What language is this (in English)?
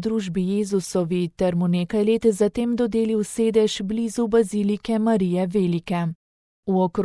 Slovenian